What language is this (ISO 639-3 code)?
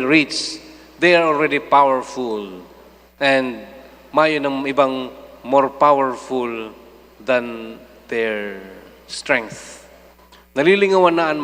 bik